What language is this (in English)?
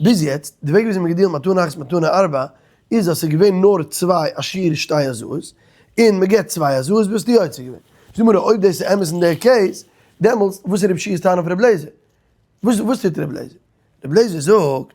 Yiddish